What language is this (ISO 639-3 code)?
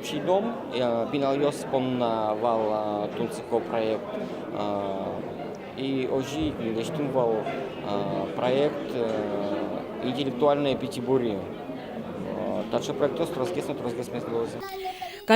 udm